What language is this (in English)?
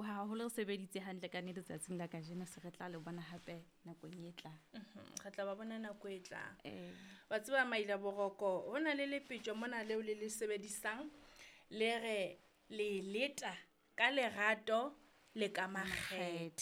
Southern Sotho